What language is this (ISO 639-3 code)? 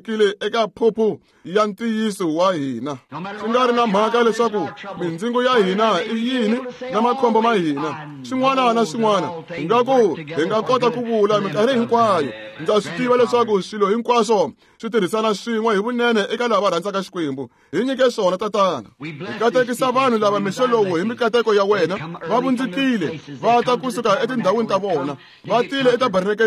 tso